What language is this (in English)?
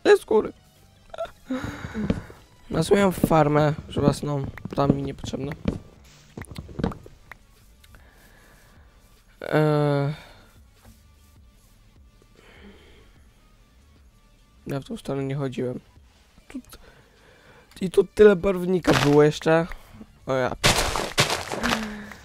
Polish